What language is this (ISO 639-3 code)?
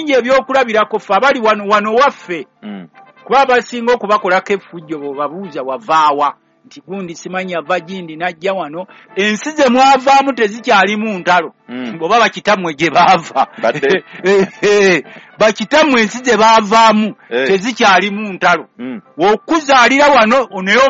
lug